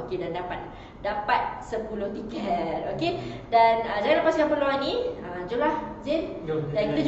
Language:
Malay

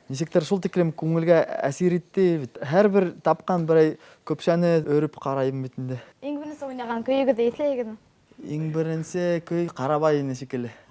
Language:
Bashkir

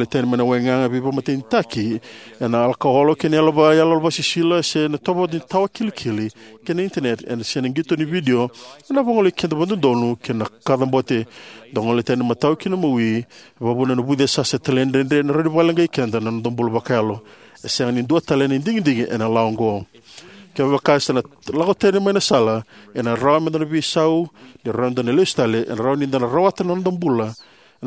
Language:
Fijian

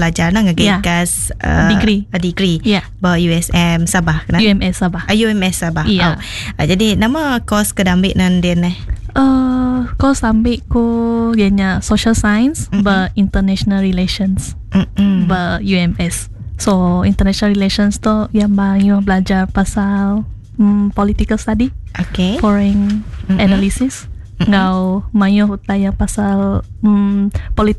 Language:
Iban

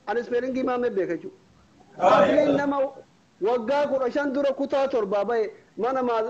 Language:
Oromo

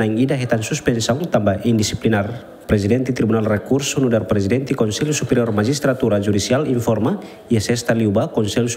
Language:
Tetum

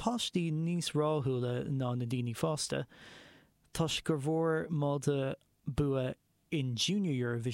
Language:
Irish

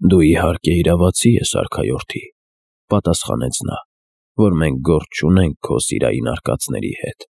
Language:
Armenian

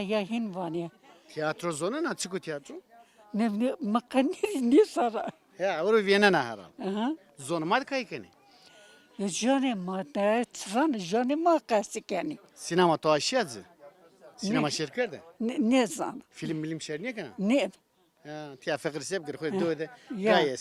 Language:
Zaza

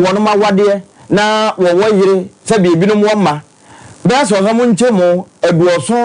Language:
Akan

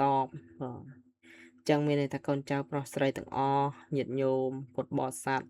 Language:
Khmer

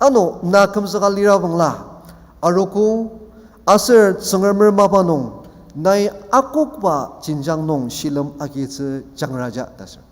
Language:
Ao Naga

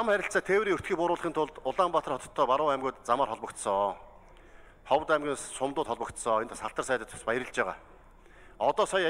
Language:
Mongolian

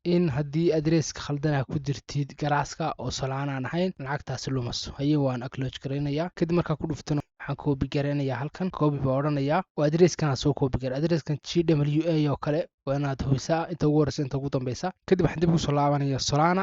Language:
Somali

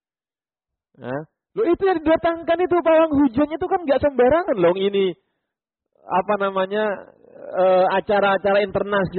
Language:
Indonesian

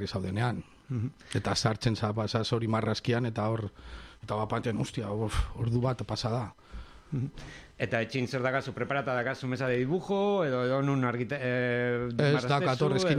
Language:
Basque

